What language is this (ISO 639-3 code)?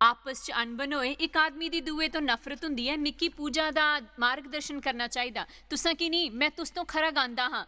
doi